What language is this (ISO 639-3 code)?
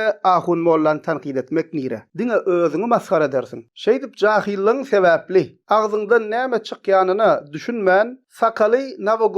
tuk